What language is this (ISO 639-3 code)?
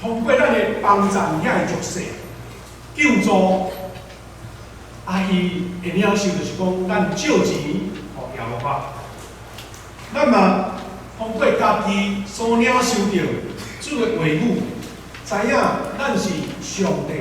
nan